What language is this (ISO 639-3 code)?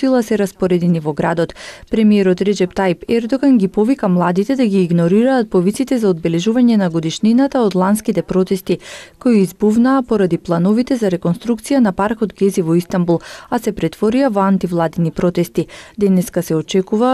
mkd